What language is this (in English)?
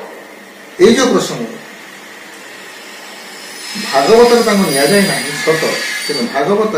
Odia